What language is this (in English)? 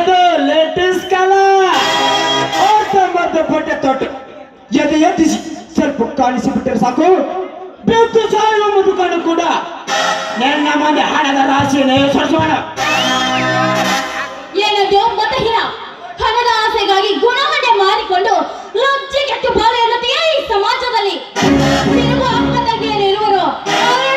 Kannada